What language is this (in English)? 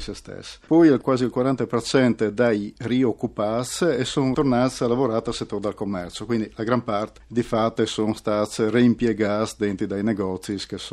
Friulian